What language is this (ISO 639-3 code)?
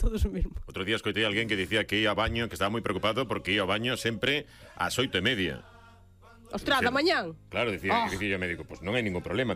glg